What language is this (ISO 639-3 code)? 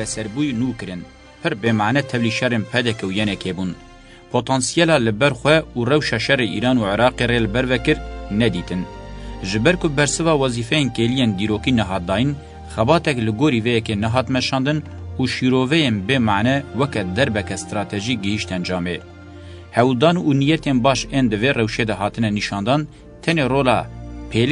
kur